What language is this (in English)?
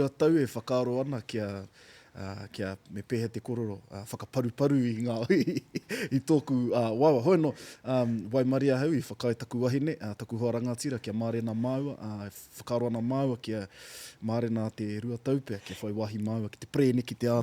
Māori